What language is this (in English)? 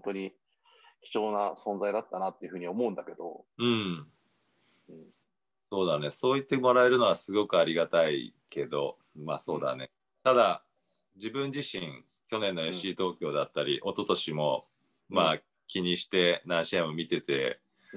Japanese